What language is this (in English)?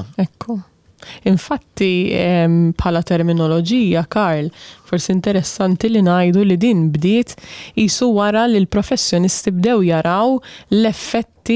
Maltese